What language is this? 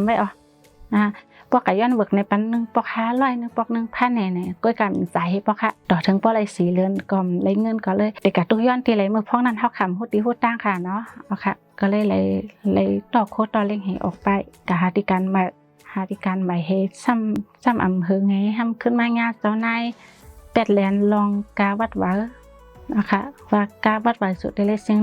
Shan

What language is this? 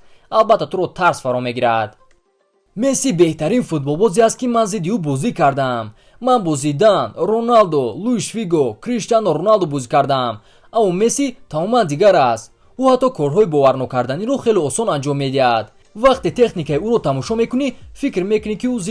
Tajik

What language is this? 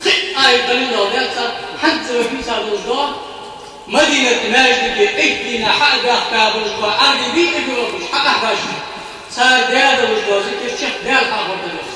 Ingush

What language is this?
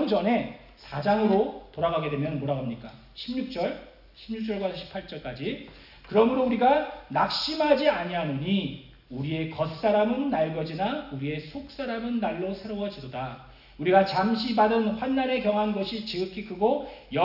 Korean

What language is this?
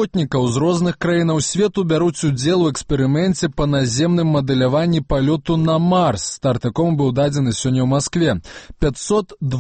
Belarusian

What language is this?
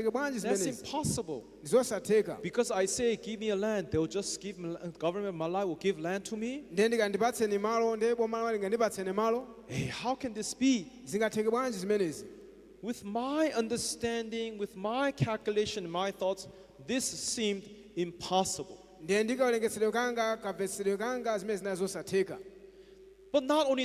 Nyanja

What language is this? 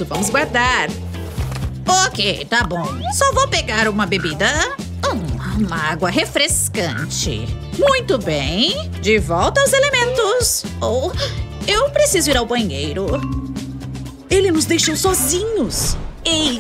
Portuguese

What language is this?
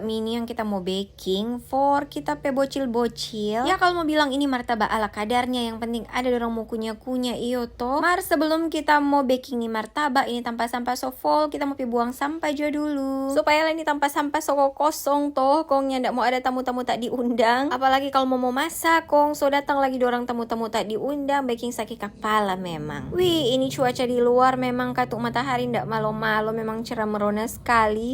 Manado Malay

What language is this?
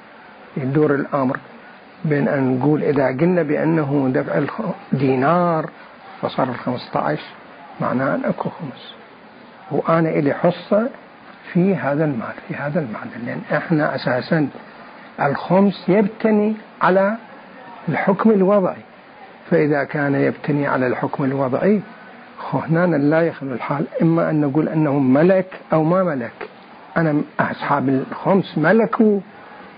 Mesopotamian Arabic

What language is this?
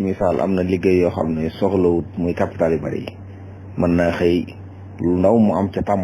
Wolof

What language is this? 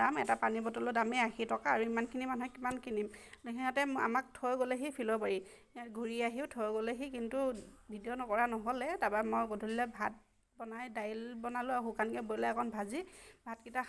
Assamese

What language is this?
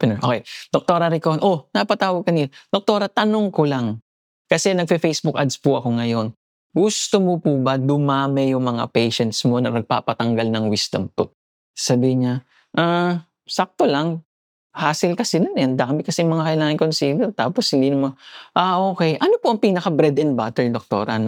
Filipino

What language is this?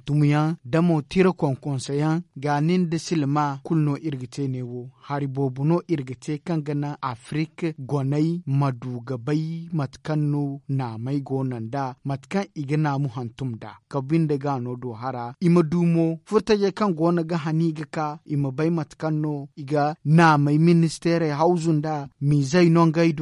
Zarma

